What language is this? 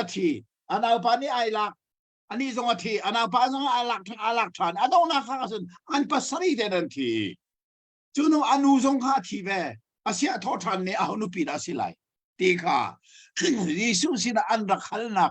Hakha Chin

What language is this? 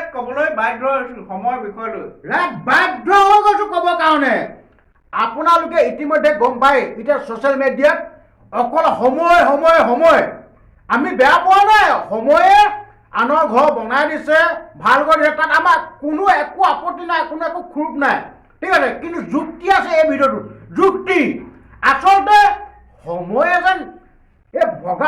Assamese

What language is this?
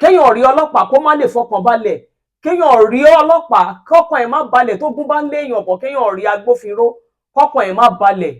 Yoruba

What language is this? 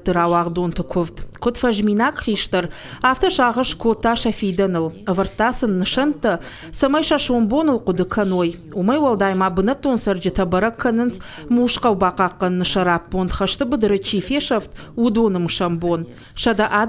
Ossetic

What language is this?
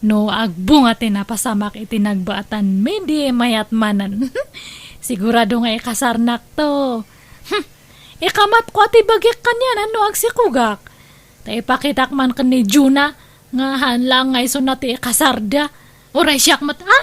Iloko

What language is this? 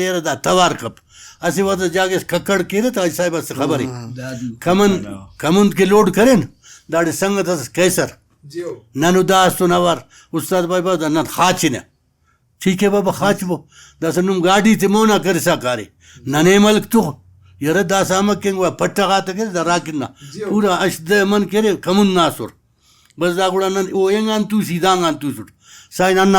Brahui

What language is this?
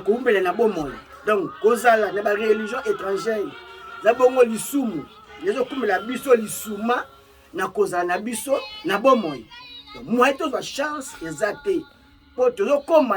Lingala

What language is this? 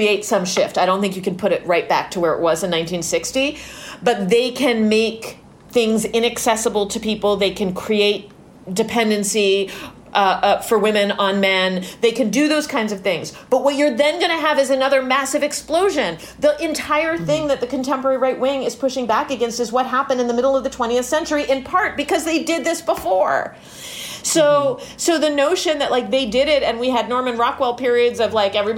English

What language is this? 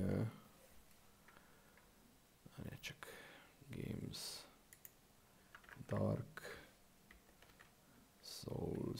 Hungarian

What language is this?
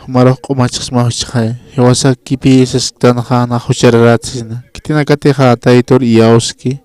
Aymara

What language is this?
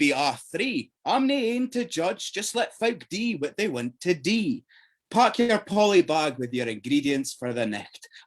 Scots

